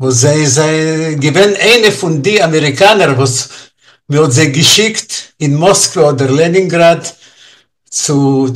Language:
Yiddish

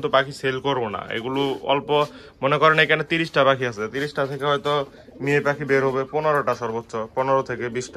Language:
Bangla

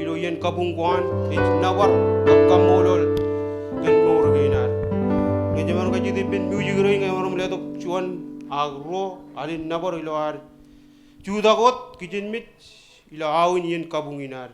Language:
Marshallese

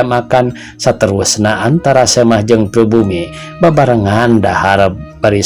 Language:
Sundanese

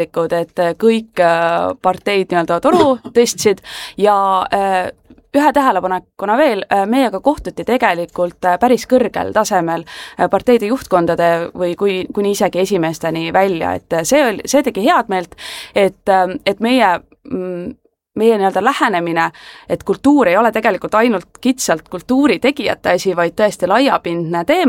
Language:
Estonian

